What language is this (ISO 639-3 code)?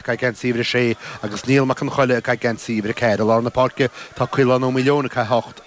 gle